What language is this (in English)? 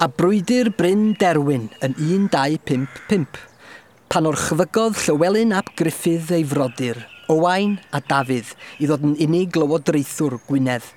Welsh